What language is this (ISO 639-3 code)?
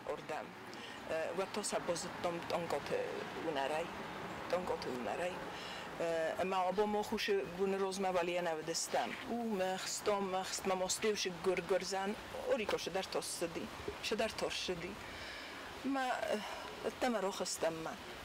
oss